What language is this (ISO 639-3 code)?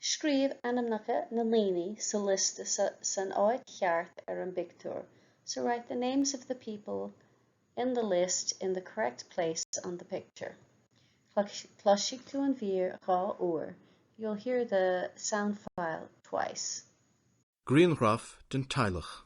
gle